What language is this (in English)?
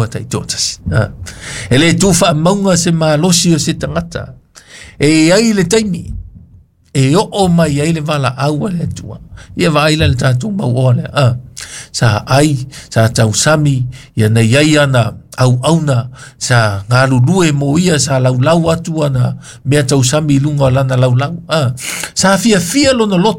Samoan